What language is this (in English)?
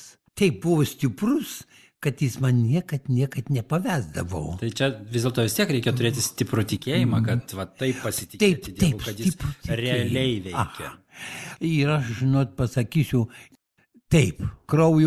Lithuanian